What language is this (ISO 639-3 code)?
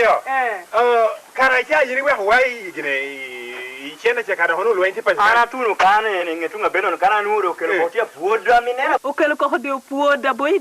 laj